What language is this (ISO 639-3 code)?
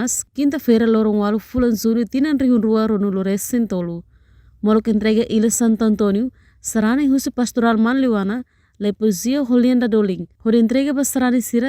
tet